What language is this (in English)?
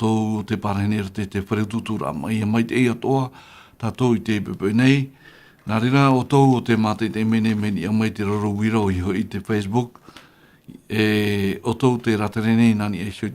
Tahitian